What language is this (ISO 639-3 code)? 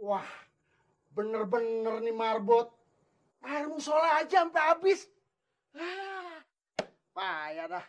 bew